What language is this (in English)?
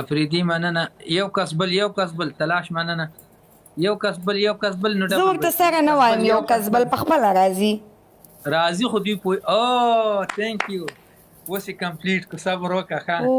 Pashto